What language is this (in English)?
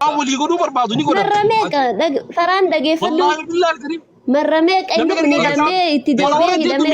Oromo